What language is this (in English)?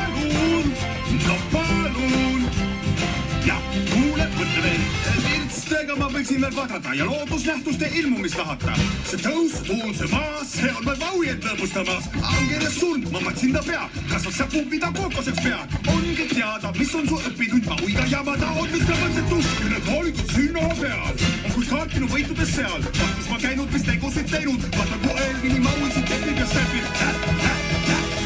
Estonian